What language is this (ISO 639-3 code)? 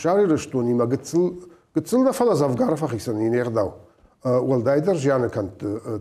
oss